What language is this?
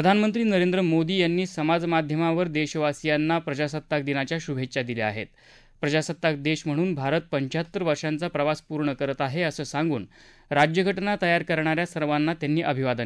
Marathi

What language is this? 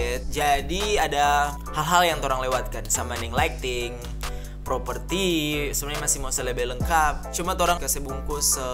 Manado Malay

